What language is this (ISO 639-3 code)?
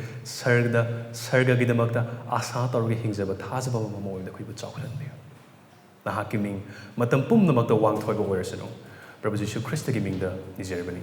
mni